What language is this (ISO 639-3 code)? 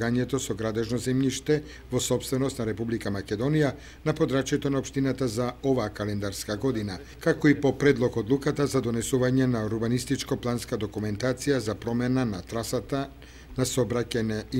mkd